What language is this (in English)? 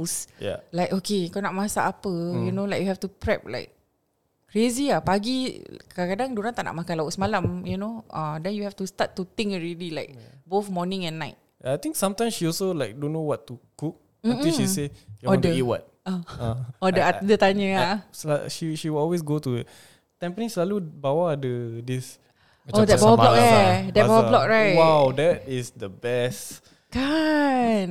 Malay